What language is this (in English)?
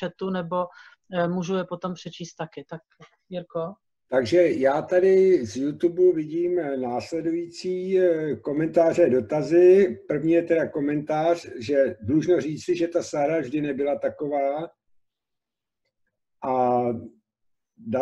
Czech